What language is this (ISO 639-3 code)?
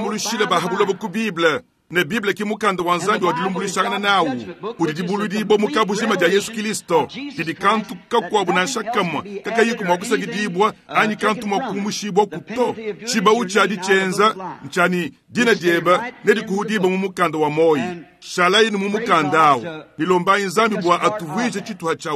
lua